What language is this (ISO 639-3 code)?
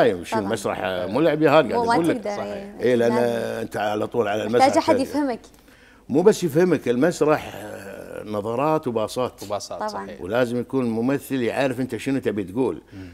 afb